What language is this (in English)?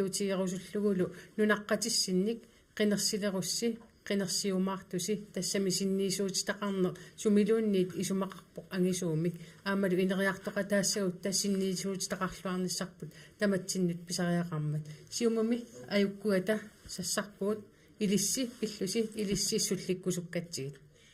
Kalaallisut